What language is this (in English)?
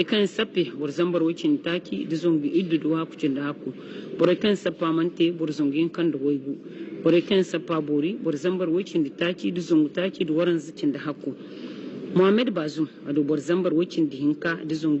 Hausa